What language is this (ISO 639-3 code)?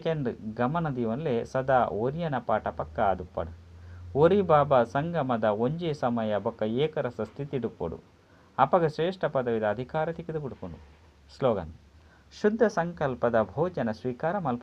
tcy